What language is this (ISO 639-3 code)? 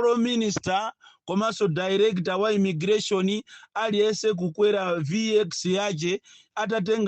nya